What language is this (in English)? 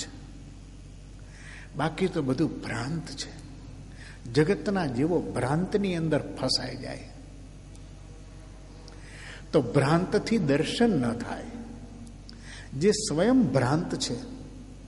Gujarati